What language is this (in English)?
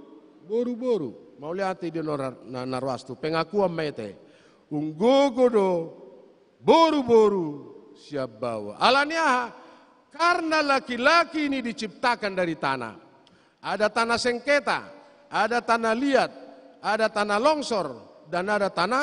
Batak Toba